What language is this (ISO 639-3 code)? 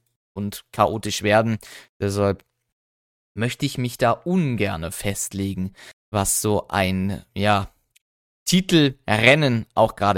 deu